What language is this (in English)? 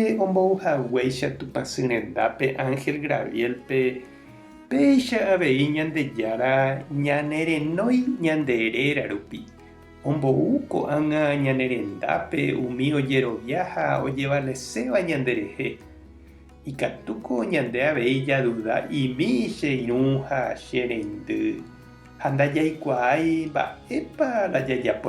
Guarani